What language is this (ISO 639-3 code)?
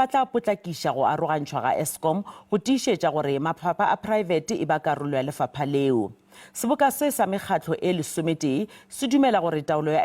nso